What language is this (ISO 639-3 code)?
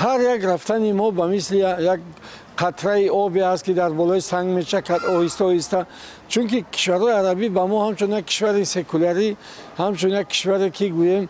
tgk